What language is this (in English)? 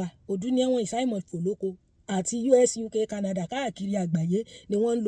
Yoruba